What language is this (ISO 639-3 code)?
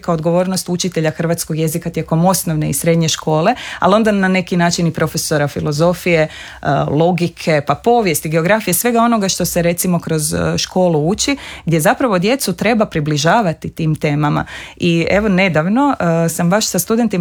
hrv